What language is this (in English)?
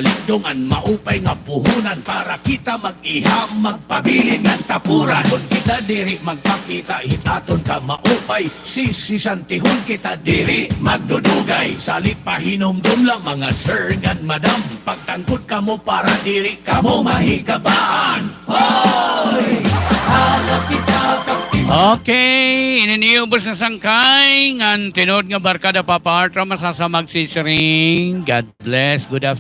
Waray